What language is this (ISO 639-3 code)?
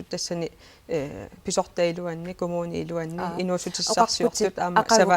kal